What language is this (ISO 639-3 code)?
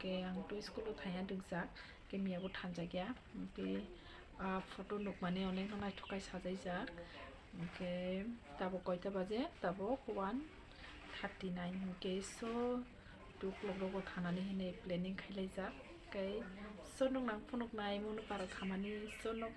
trp